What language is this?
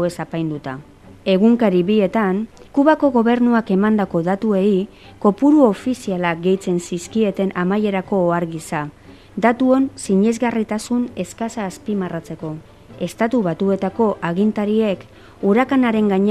Basque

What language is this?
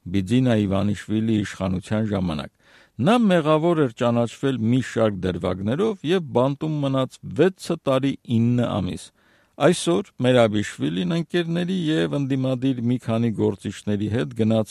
Armenian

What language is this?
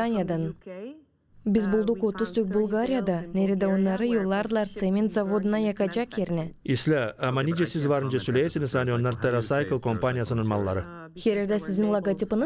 Gagauz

